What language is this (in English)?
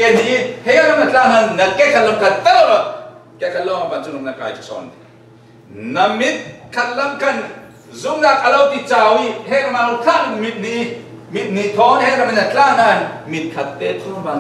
Falam Chin